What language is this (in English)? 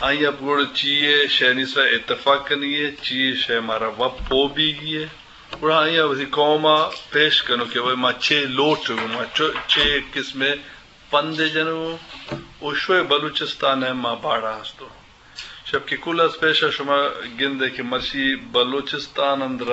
Eastern Balochi